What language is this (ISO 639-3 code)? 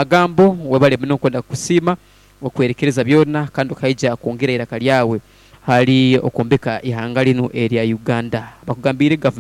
nyn